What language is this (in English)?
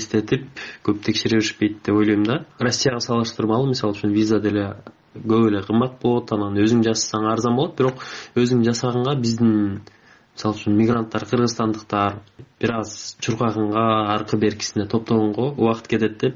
Kyrgyz